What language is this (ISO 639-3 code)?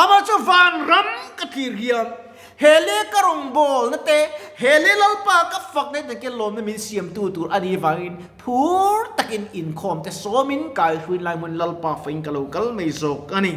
lus